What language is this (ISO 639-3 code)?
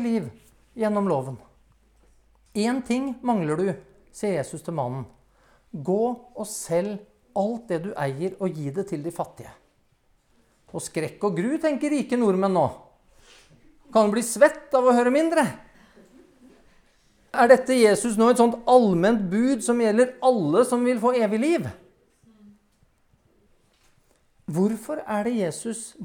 nor